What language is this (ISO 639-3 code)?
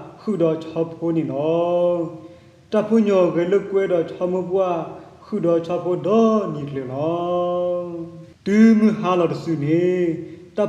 ksw